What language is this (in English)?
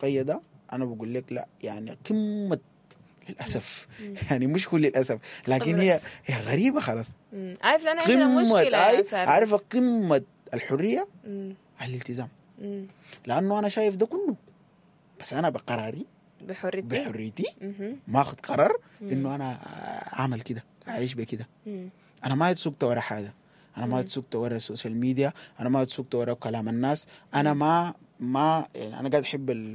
Sudanese Arabic